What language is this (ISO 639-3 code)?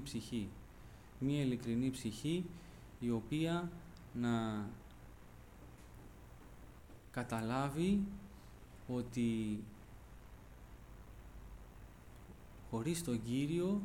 ell